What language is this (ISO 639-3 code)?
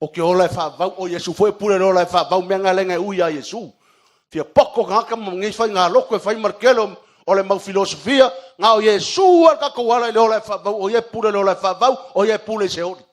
smo